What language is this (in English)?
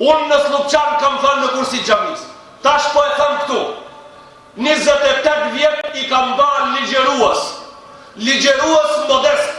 Albanian